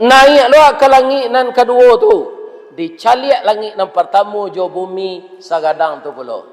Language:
Minangkabau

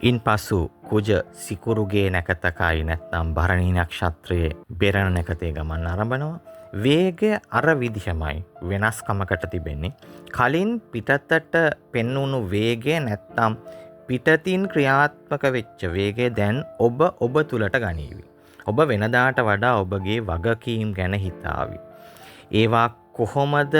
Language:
Sinhala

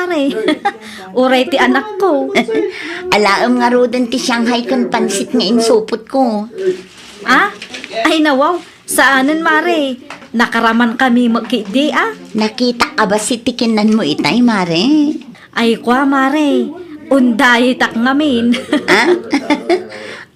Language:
Iloko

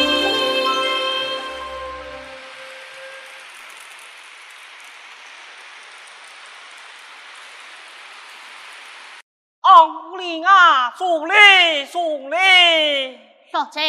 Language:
Pu-Xian Chinese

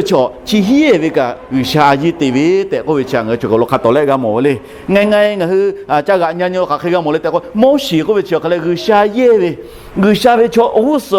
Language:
Lahu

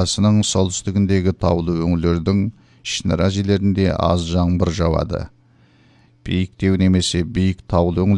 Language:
Kazakh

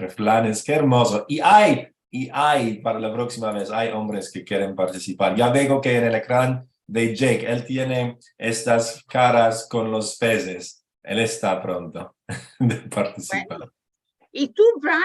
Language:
Ladino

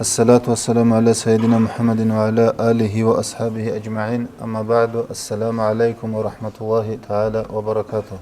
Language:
Avaric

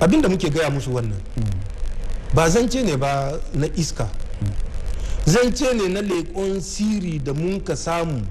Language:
Hausa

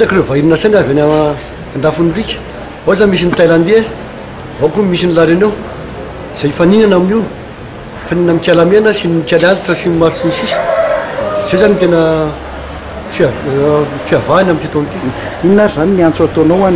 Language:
Malagasy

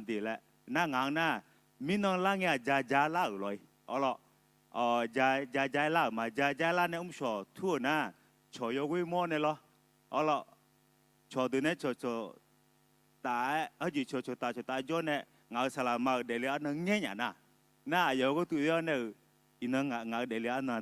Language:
Akha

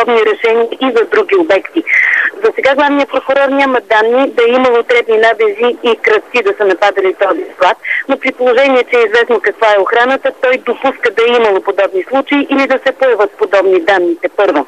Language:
Bulgarian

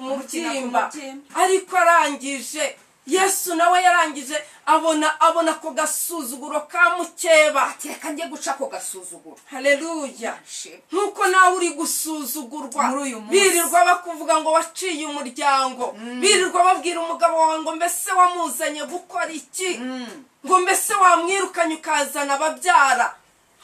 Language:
Kinyarwanda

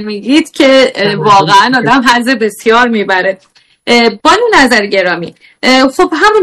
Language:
Persian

